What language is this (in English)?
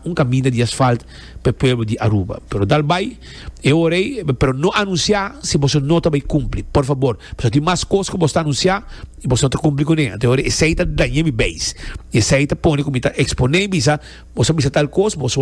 Papiamento